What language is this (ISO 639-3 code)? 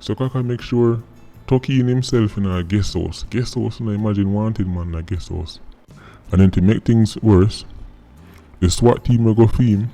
jam